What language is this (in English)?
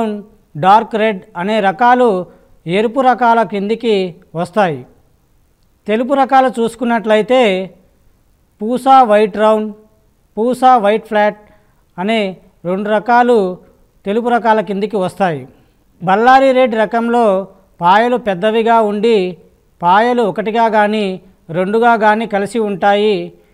Telugu